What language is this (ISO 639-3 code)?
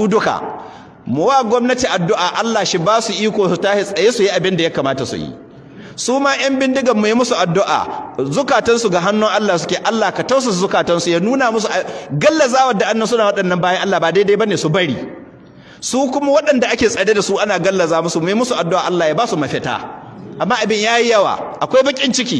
hau